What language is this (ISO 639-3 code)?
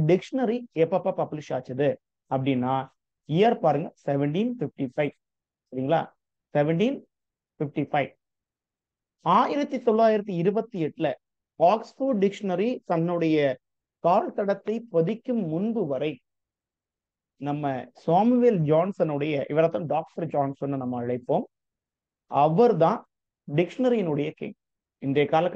tam